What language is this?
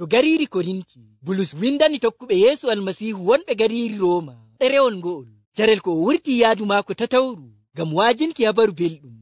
Nigerian Fulfulde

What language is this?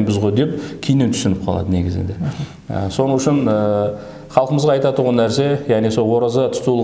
Kara-Kalpak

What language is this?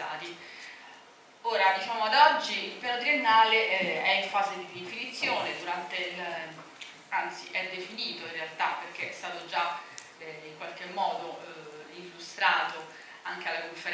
Italian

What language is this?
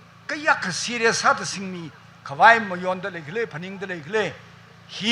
Tangkhul Naga (India)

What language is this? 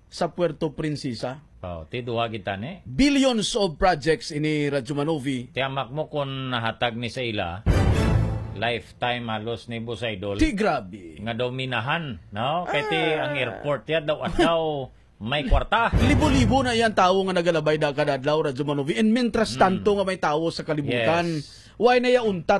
Hiligaynon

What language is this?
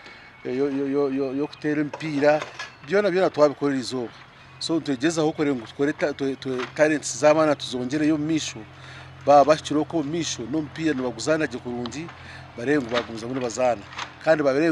Nyankole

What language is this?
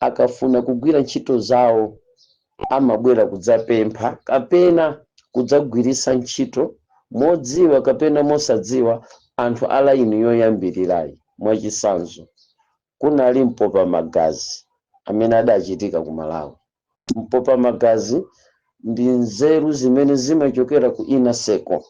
Nyanja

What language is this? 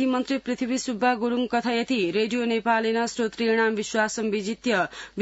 Sanskrit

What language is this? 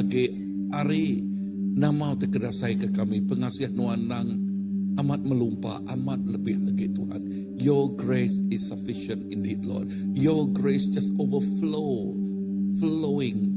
Iban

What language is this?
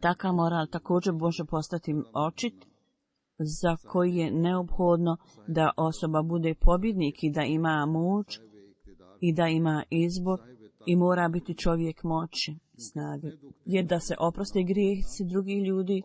Bosnian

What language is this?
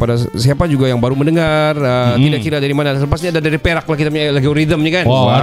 Malay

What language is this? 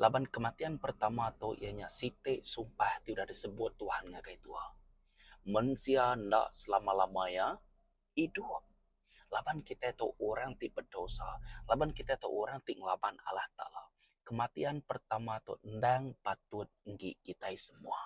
Iban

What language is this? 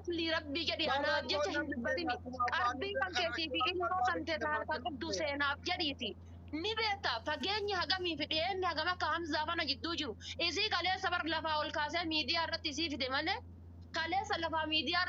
Oromo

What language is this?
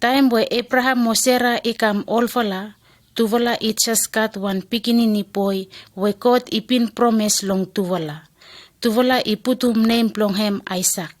Bislama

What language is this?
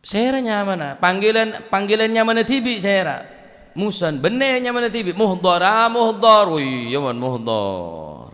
Madurese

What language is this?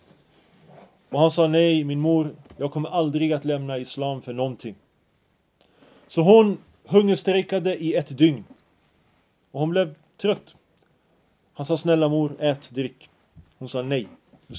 Swedish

